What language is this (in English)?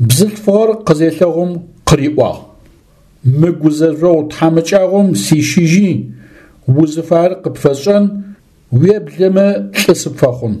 Adyghe